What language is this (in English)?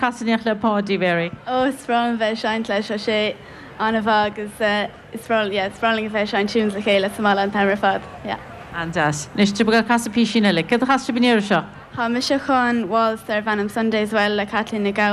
Irish